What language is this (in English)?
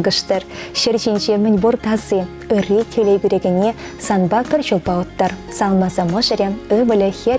Chuvash